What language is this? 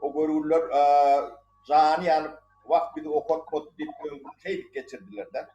Turkmen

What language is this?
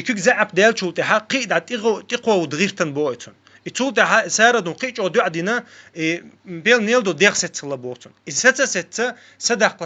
Chechen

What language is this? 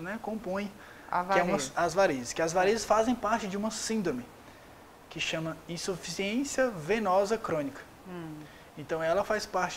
Portuguese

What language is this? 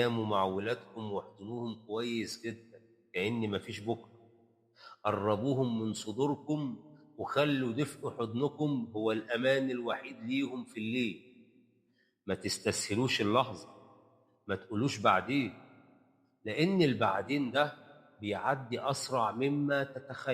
Egyptian Arabic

